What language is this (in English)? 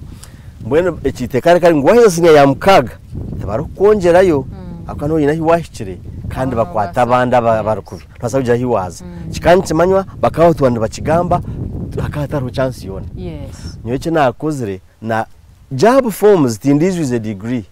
Nyankole